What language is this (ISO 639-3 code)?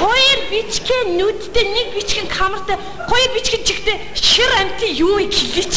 mon